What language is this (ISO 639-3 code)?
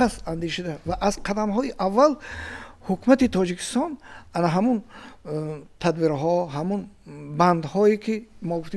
tgk